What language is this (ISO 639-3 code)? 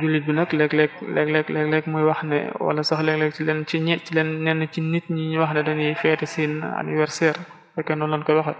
wol